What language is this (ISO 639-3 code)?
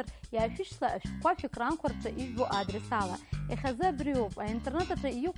abk